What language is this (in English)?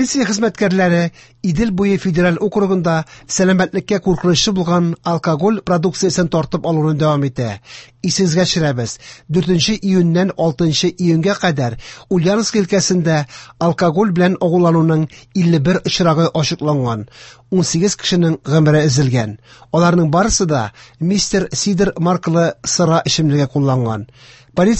Tatar